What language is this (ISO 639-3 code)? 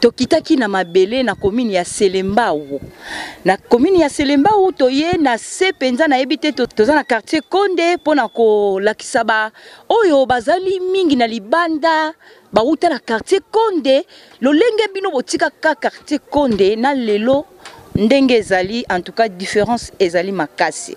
lin